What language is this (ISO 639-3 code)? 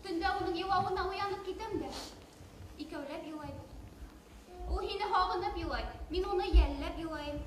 bak